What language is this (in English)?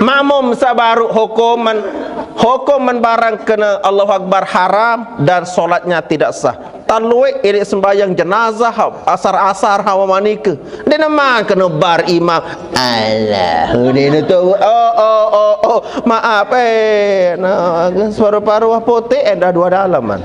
Sasak